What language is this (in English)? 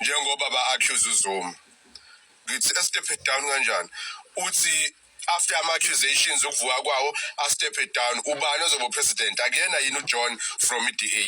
Zulu